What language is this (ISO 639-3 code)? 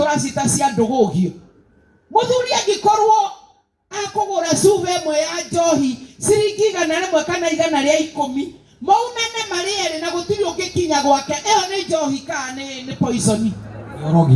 kik